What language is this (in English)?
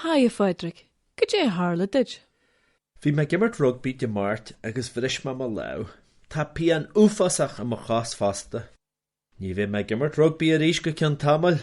Irish